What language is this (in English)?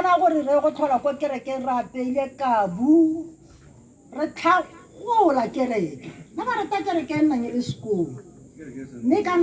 Tswana